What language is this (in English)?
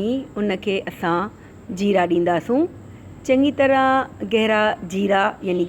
Sindhi